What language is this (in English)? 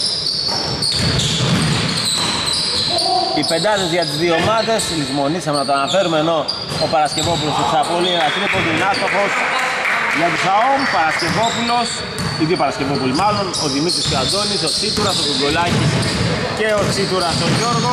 Greek